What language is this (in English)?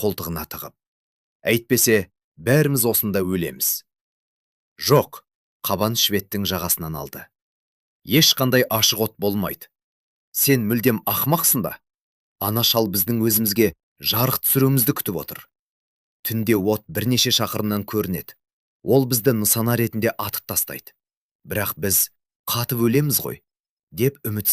Kazakh